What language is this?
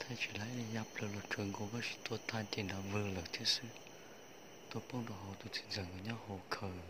Hmong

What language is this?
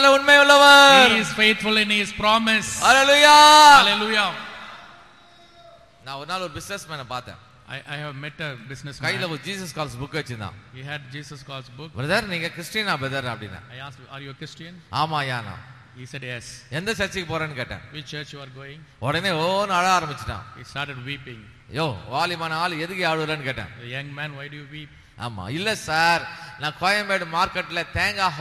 Tamil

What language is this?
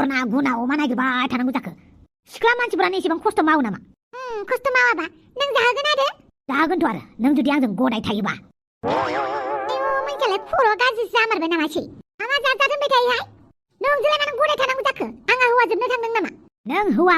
Bodo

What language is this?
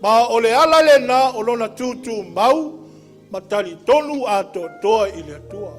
Samoan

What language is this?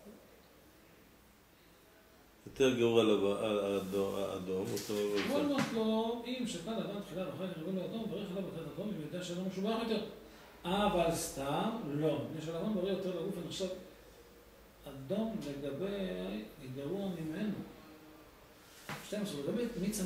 Hebrew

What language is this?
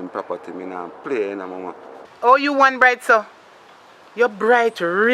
Jamaican Creole English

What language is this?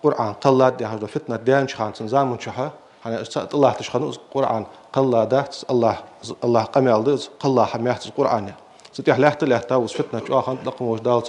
Ingush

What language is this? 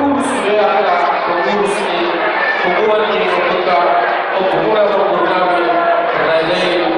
Batak Toba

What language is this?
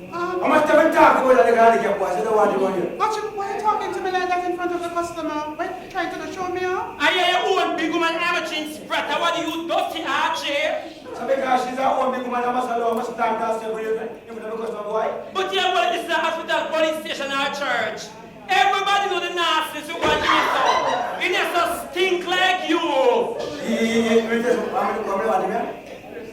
Jamaican Creole English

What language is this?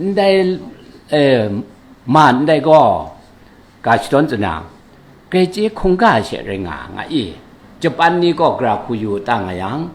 Kachin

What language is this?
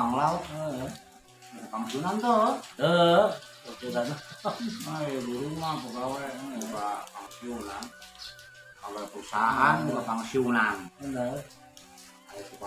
Sundanese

